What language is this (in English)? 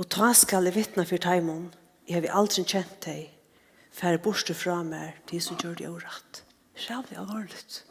Faroese